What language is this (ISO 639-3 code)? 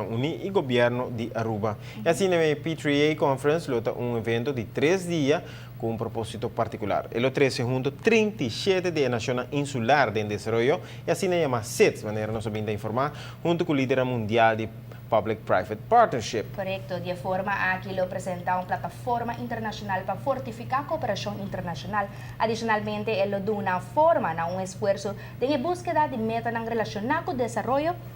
pap